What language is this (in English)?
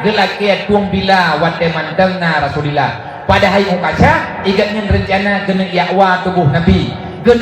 Achinese